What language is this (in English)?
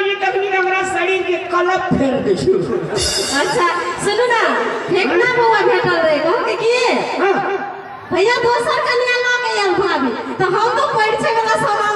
Maithili